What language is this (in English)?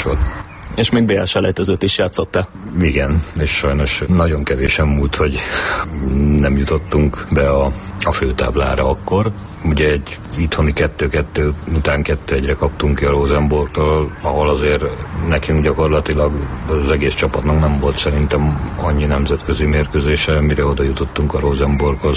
Hungarian